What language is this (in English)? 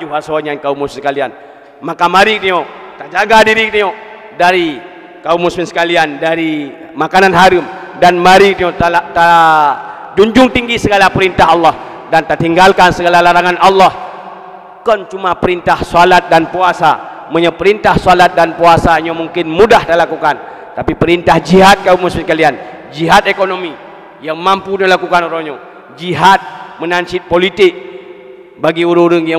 Malay